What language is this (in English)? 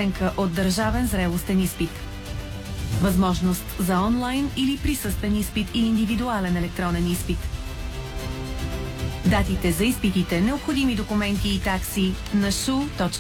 Bulgarian